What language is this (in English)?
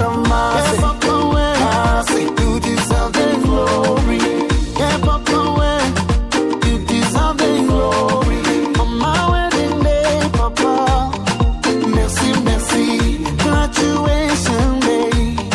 Kinyarwanda